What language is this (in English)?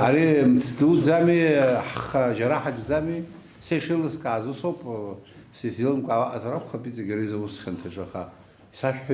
Abkhazian